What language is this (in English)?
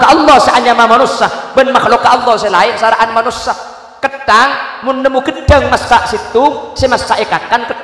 Madurese